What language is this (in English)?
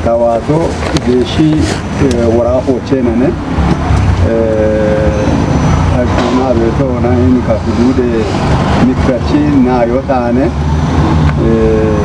Kafa